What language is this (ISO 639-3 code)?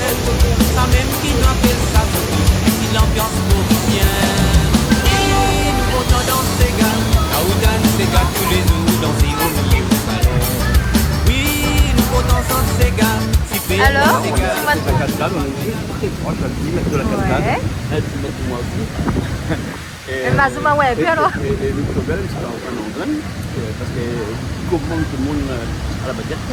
rcf